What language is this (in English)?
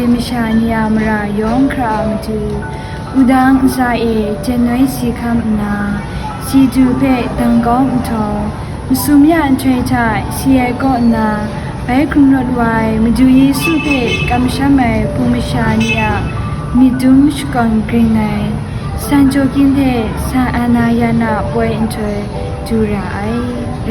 Kachin